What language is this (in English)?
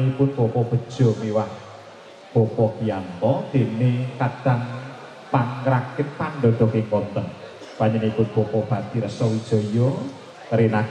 Javanese